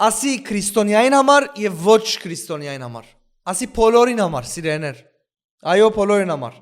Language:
Western Armenian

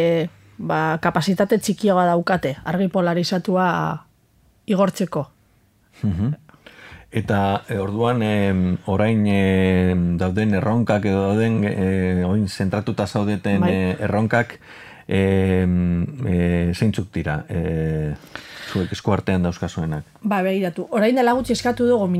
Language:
Basque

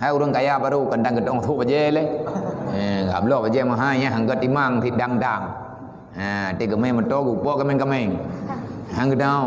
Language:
Achinese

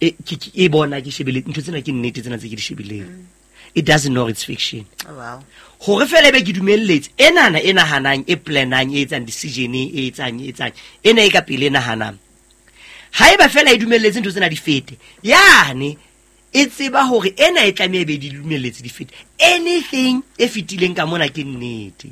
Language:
Southern Sotho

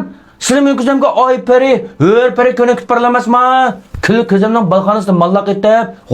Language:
Uyghur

